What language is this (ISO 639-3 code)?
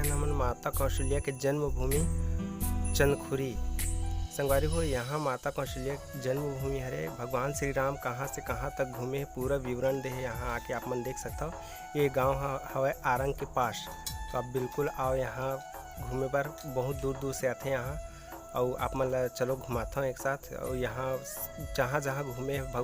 hne